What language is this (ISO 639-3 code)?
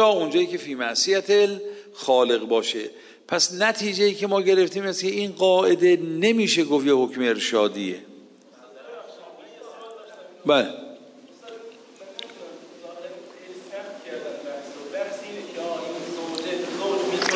fas